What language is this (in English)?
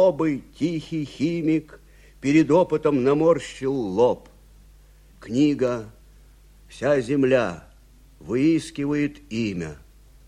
Russian